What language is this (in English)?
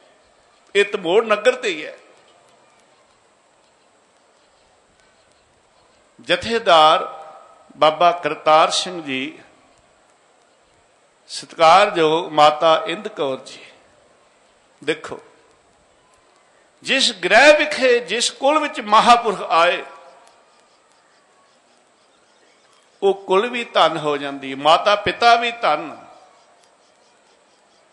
Punjabi